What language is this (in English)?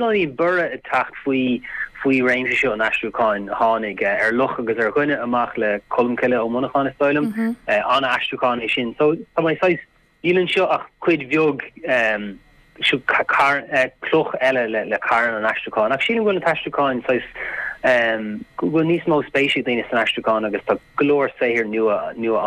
Irish